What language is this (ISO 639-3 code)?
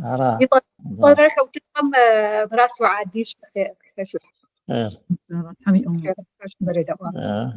ady